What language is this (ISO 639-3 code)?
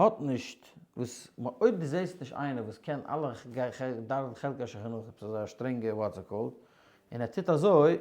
yid